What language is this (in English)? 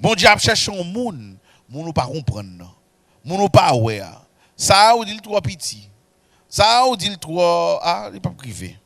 Haitian Creole